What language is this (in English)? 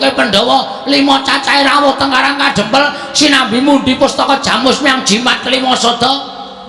Javanese